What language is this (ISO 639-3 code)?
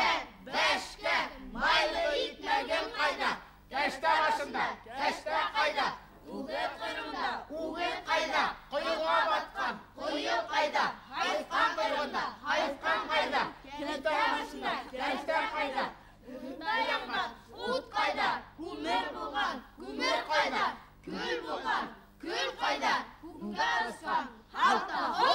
bak